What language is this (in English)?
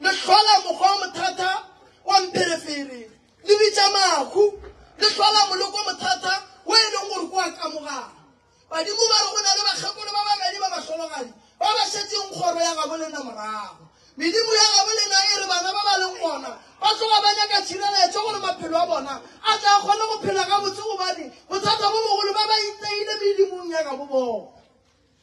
Northern Sotho